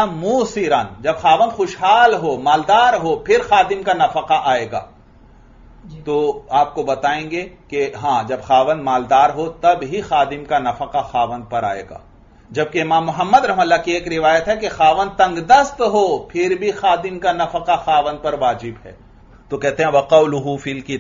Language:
Urdu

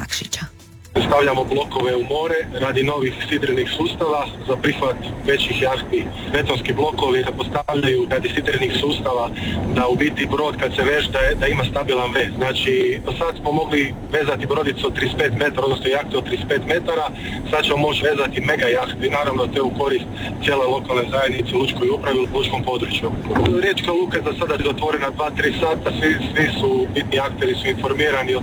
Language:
Croatian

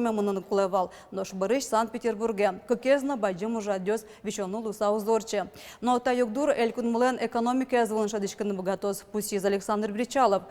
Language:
Udmurt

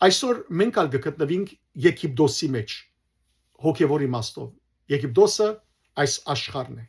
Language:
Western Armenian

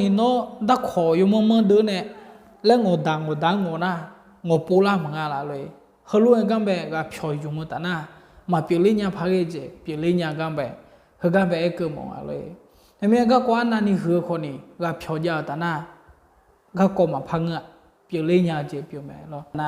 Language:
Akha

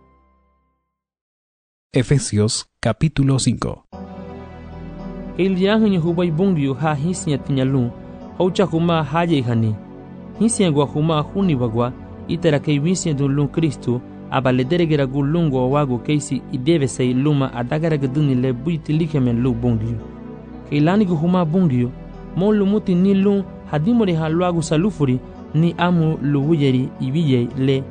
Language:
Garifuna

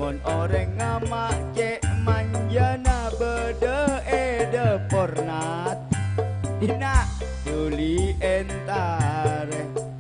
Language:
Madurese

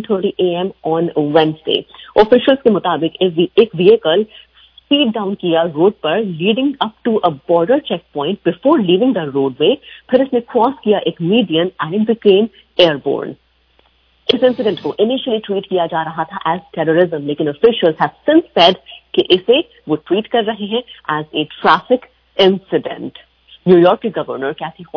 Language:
Hindi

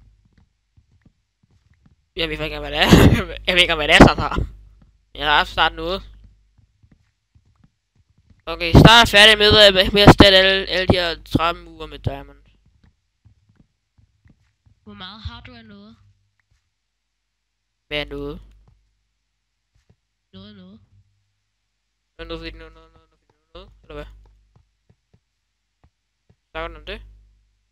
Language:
Danish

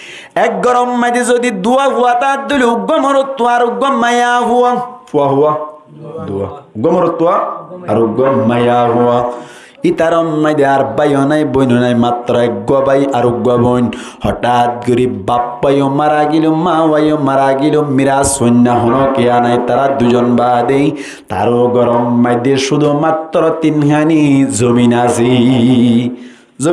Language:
Rohingya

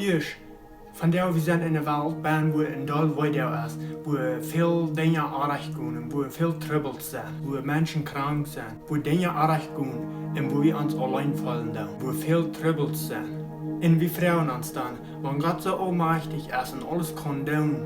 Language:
Plautdietsch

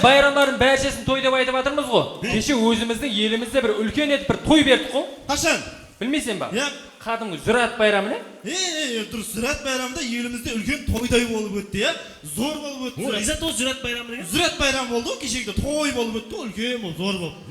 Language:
Kara-Kalpak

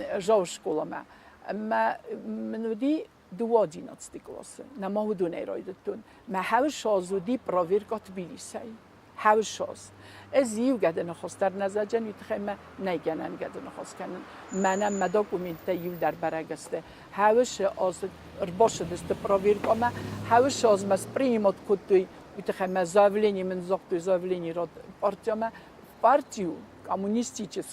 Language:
Ossetic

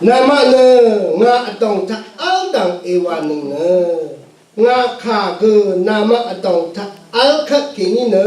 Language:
Rawang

